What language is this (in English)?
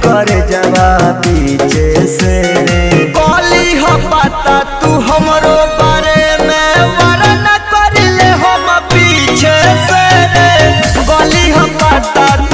Bhojpuri